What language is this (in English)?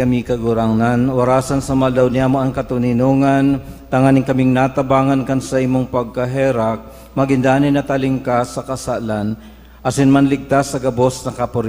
Bikol